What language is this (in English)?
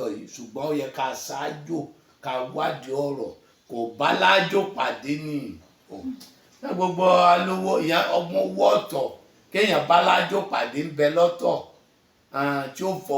Yoruba